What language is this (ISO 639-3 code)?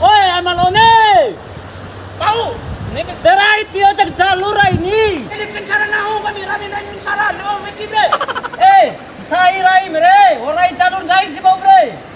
bhp